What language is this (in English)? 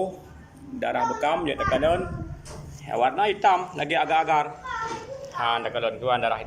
Achinese